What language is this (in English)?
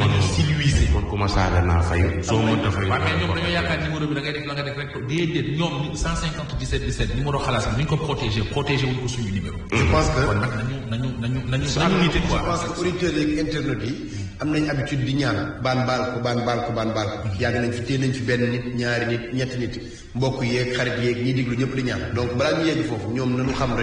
Wolof